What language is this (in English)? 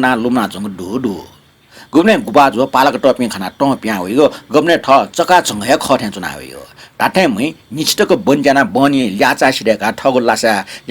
Newari